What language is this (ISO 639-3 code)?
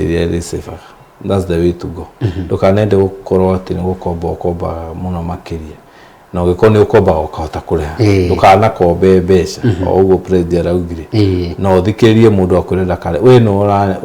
kik